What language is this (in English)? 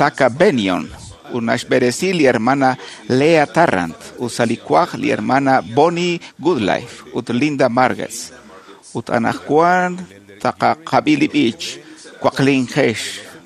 Kekchí